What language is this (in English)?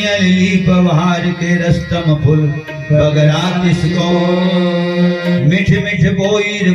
Chhattisgarhi